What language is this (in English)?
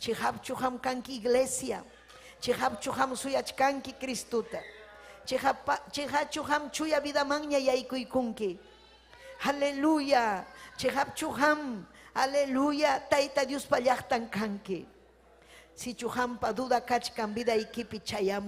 Ayacucho Quechua